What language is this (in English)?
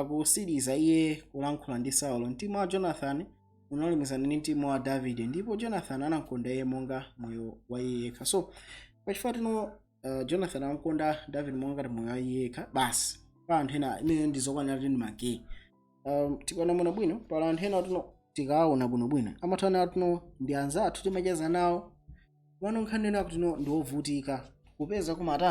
Nyanja